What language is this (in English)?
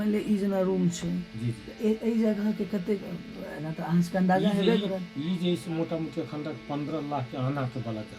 Maithili